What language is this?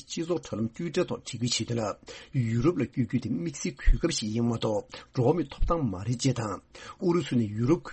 Tibetan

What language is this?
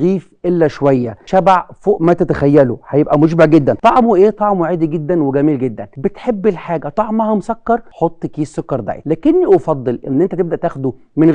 Egyptian Arabic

